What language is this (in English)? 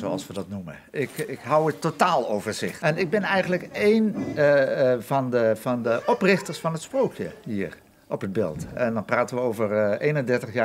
Western Frisian